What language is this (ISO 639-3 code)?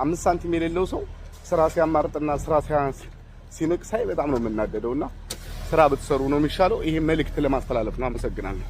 amh